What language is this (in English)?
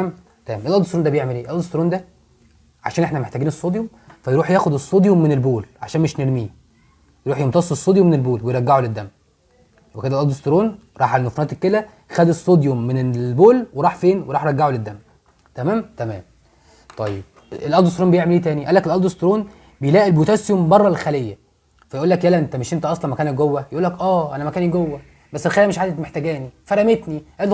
Egyptian Arabic